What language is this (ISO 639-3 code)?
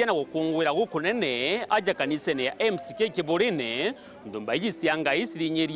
mer